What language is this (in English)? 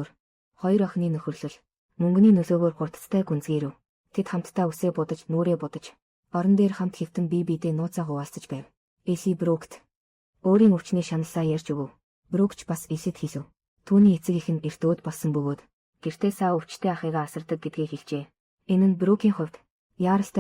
Mongolian